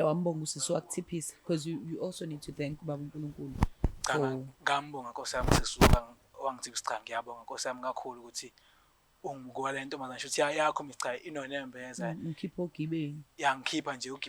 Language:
Zulu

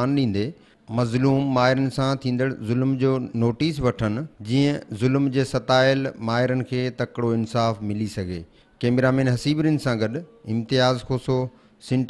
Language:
Sindhi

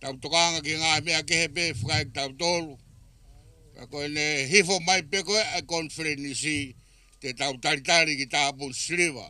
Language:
Tongan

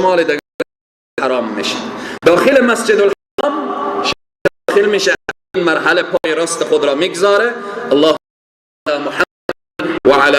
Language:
Persian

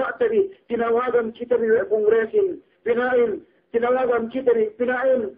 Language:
Yakan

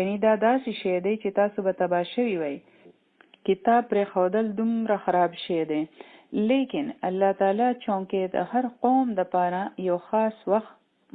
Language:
Pashto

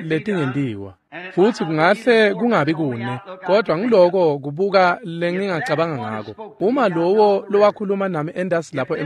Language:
Swati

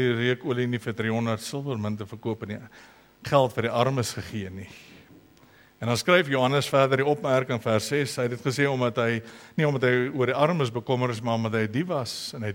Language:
Afrikaans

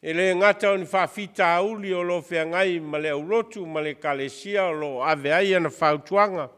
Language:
Samoan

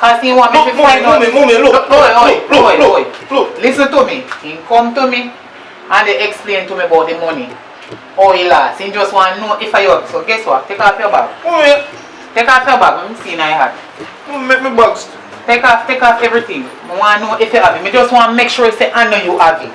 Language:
Jamaican Creole English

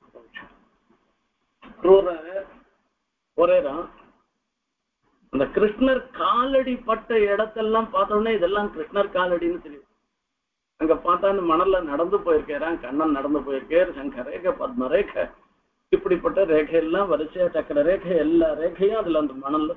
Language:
Tamil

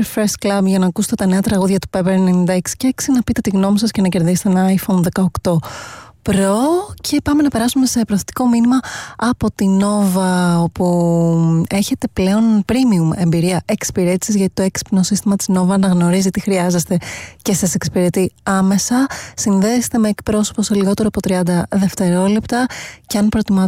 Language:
Greek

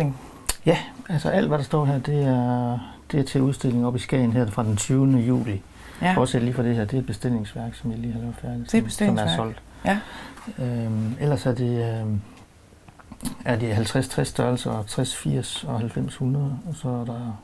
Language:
Danish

